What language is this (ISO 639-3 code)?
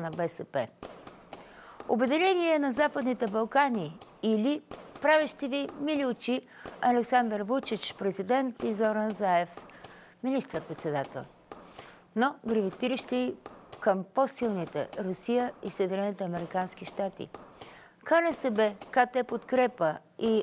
bul